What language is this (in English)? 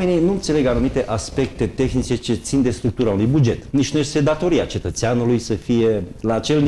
Romanian